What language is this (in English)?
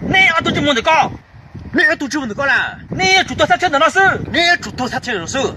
Hmong